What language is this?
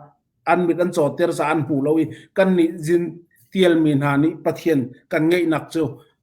Falam Chin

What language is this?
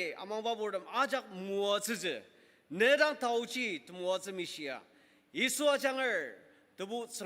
Ao Naga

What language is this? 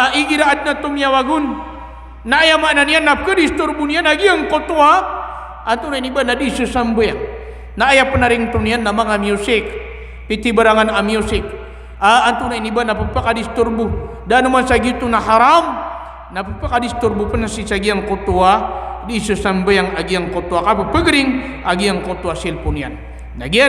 Maranao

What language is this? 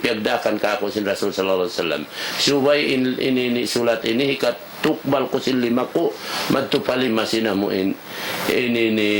Tausug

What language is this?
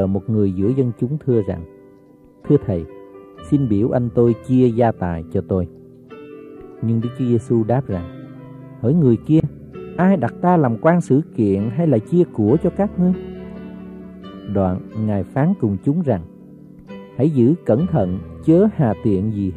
Vietnamese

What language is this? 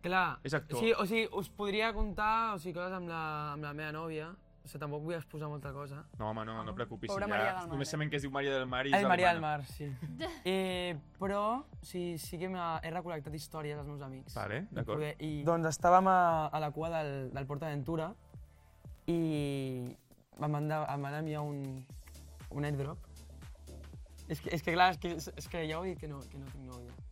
Catalan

